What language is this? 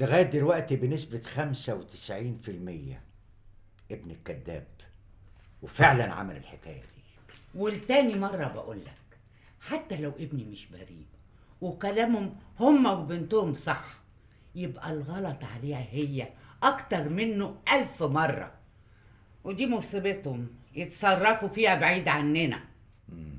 Egyptian Arabic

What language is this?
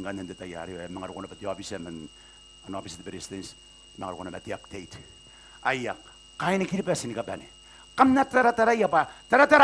Gilbertese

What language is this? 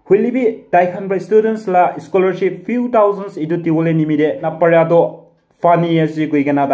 Naga Pidgin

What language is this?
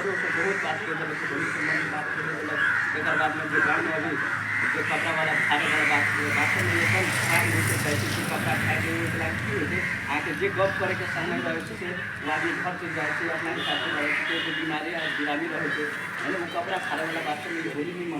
Maithili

